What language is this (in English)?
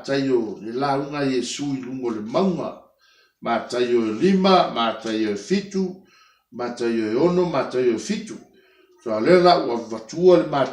Samoan